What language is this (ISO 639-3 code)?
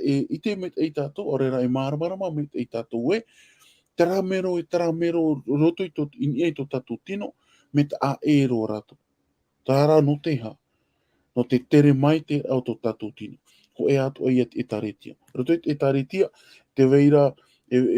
tah